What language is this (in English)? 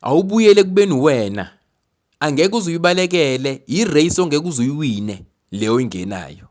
Zulu